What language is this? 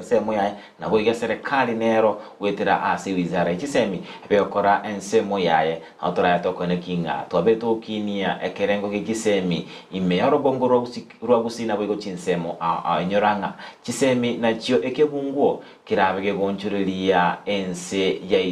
Gusii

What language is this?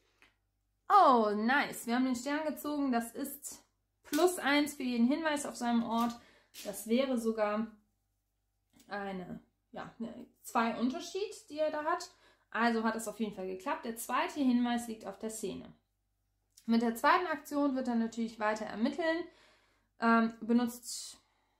German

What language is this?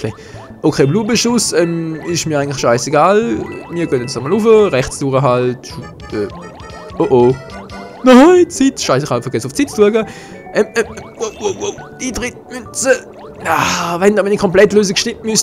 Swiss German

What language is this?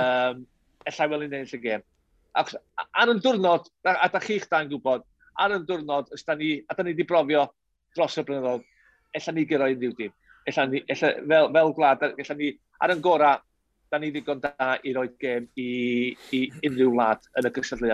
Welsh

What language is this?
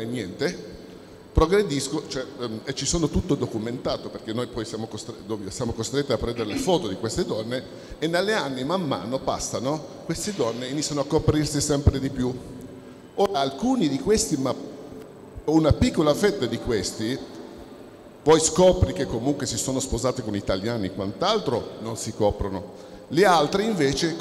Italian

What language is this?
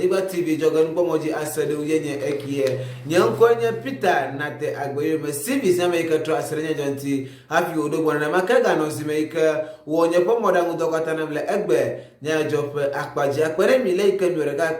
Ewe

